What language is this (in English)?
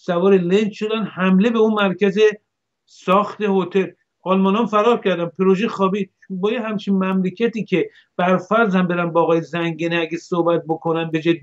Persian